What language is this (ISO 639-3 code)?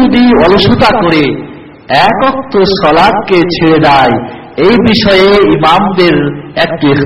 ben